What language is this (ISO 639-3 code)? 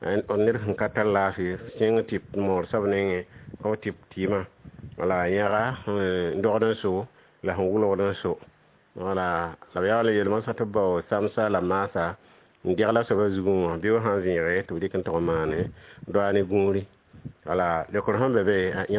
mos